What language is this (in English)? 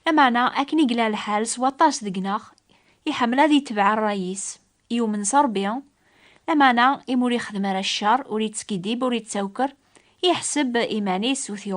Kabyle